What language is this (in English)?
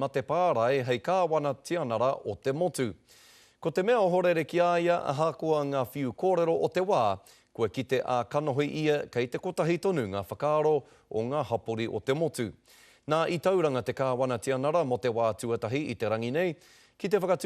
Māori